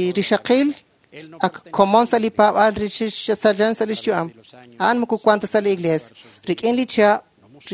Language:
Kekchí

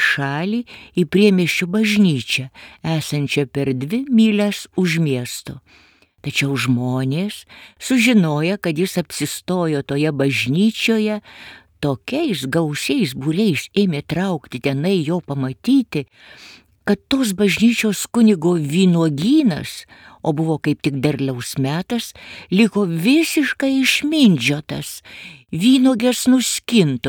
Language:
Lithuanian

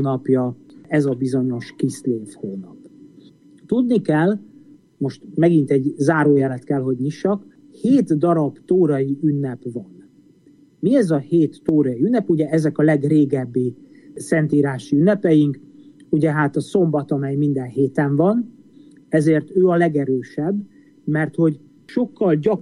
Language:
Hungarian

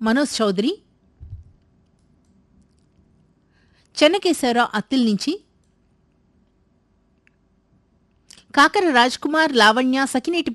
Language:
Telugu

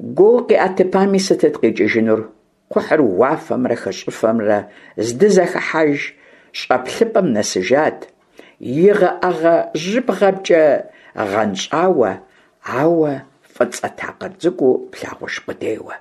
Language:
Kabardian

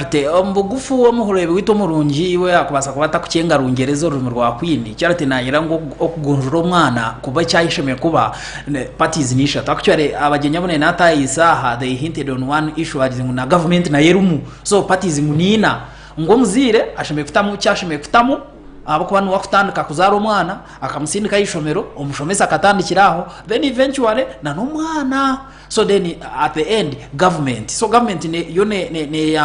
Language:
Nyankole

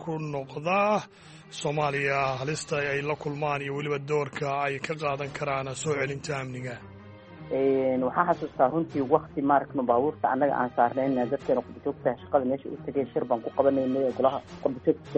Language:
Somali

